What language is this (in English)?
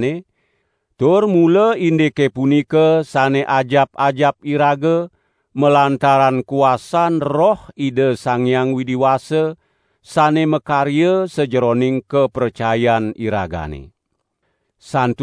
Balinese